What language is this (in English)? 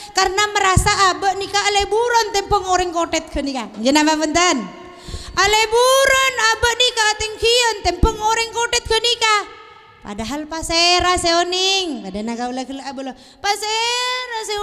Madurese